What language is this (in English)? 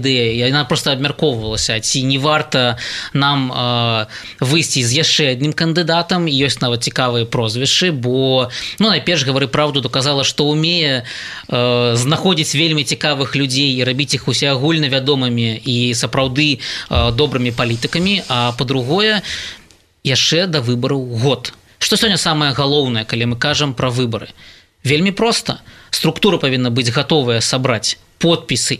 Belarusian